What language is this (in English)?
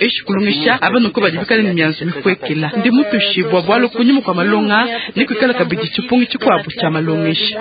Luba-Lulua